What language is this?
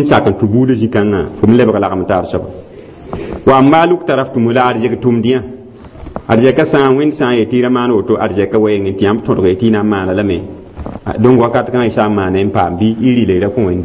Mossi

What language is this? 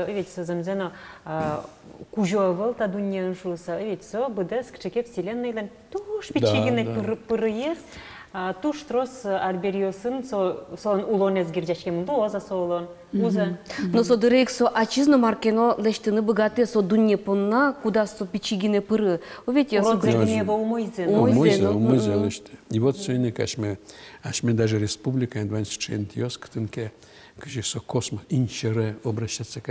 Udmurt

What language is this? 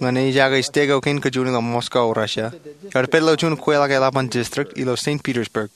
Marshallese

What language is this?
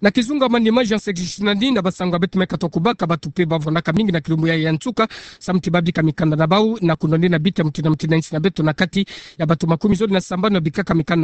Kituba (Democratic Republic of Congo)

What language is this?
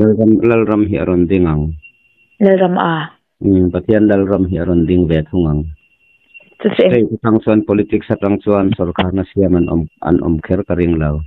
Mizo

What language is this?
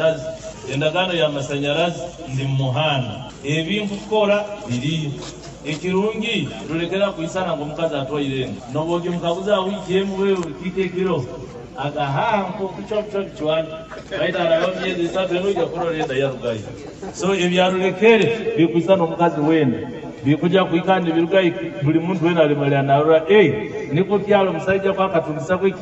Nyoro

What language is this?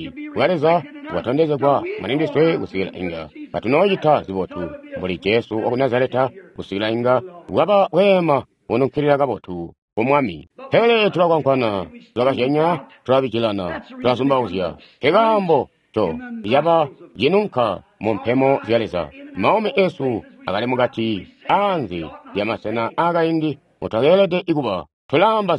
Tonga (Zambia)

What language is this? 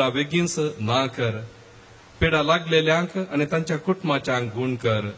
Konkani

